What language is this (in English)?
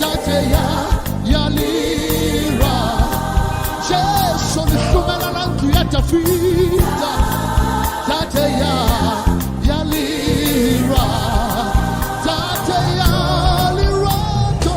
Tswana